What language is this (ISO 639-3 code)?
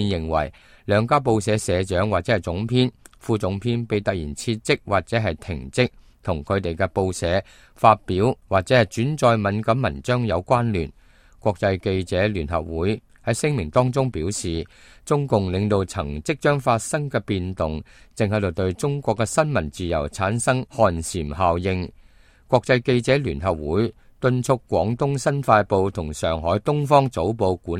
yue